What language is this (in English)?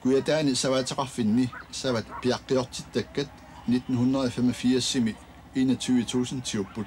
Kalaallisut